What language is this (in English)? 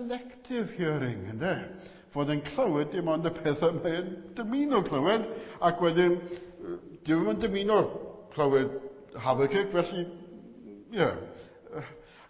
Welsh